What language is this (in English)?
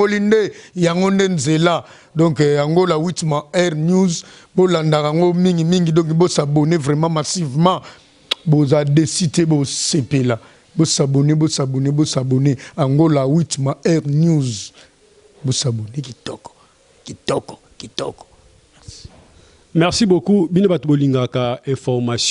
Lingala